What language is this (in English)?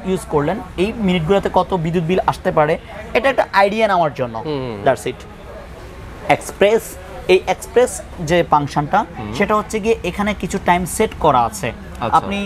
Bangla